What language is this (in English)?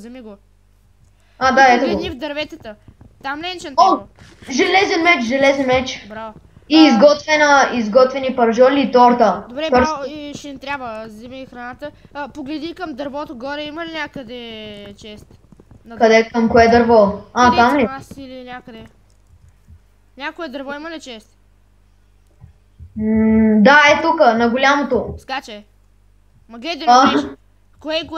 Bulgarian